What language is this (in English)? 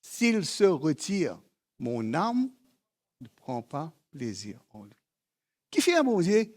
Morisyen